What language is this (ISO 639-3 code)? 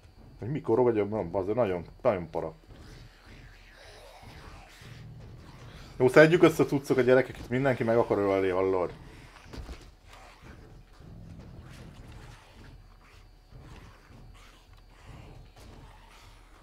hun